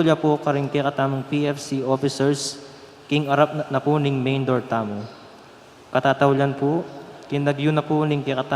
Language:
Pampanga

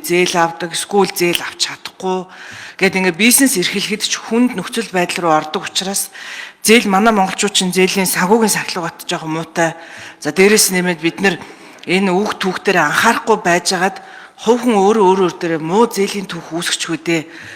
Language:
Mongolian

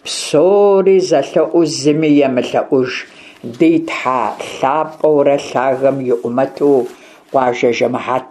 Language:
Kabardian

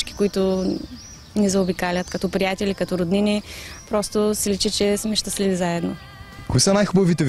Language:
Bulgarian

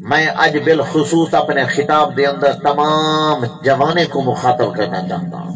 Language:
Saraiki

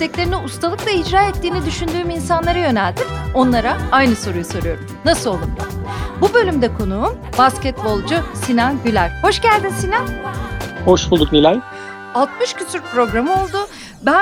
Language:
Turkish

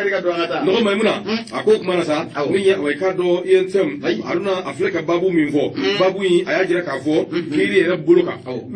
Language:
Bambara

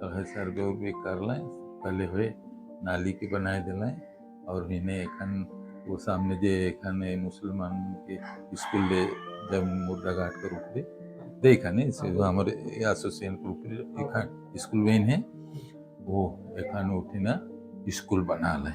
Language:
Sadri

